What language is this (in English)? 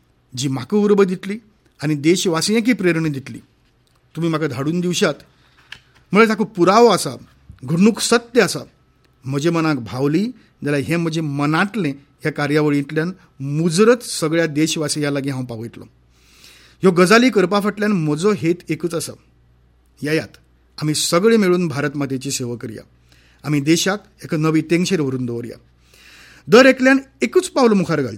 Konkani